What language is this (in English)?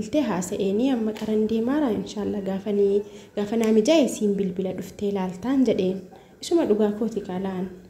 Oromo